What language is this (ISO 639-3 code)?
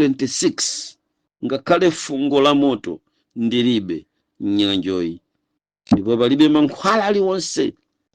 nya